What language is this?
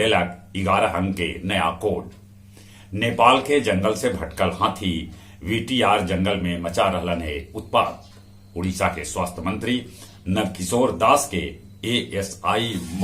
Magahi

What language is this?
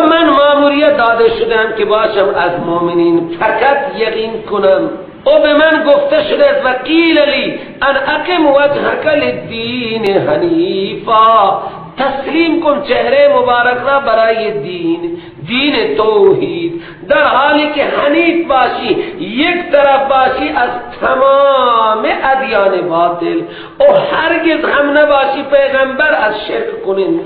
Persian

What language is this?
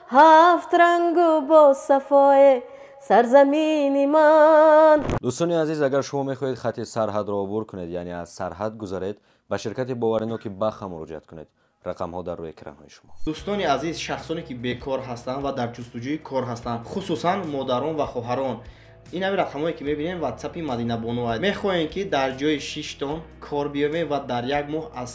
Tajik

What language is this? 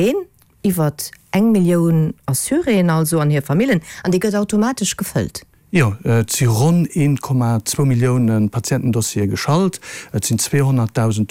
Luxembourgish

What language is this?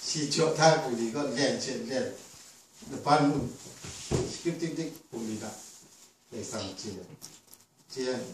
Kachin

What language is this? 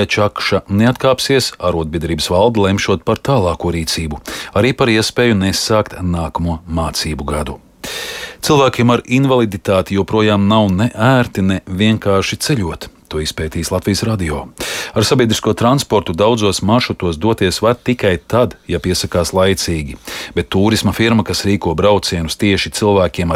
Latvian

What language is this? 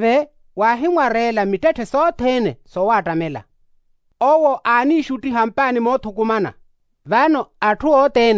Makhuwa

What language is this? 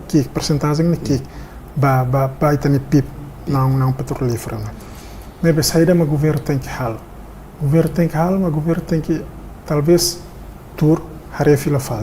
Tetum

